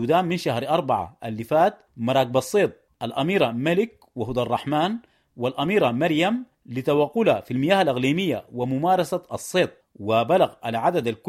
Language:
Sudanese Arabic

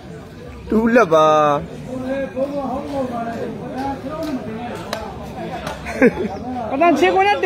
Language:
Burmese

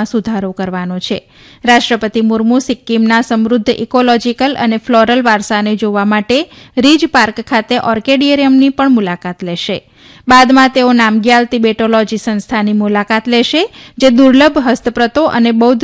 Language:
Gujarati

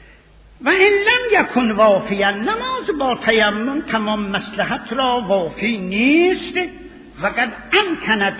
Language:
Persian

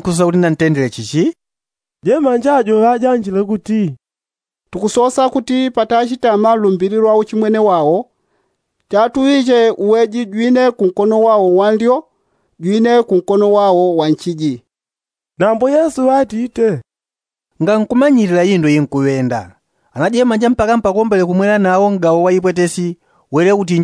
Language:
Yao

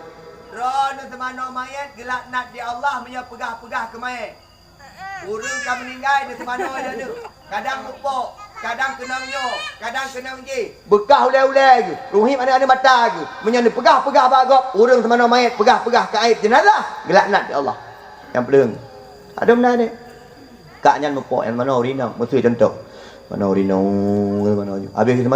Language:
Achinese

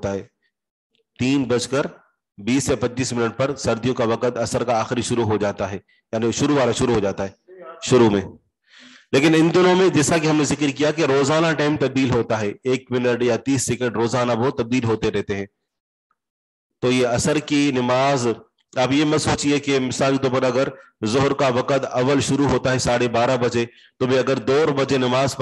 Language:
Urdu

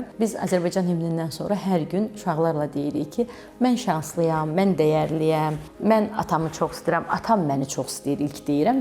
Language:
Azerbaijani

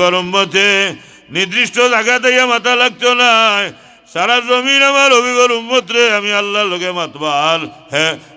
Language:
Sylheti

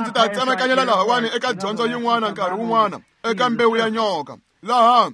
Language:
Tsonga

